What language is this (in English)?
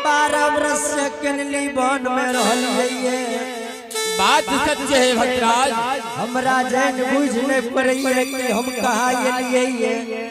Angika